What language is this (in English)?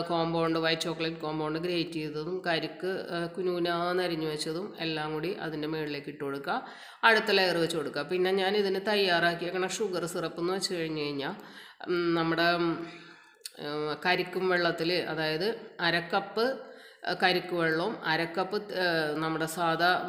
Malayalam